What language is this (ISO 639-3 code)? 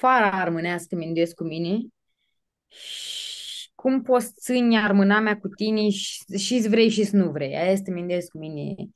rup